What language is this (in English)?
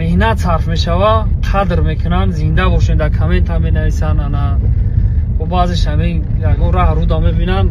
Tajik